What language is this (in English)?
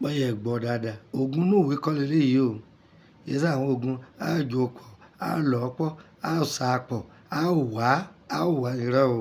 Yoruba